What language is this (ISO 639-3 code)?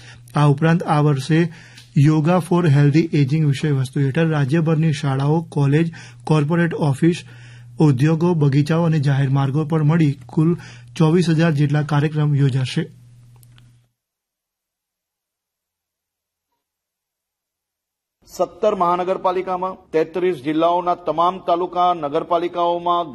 guj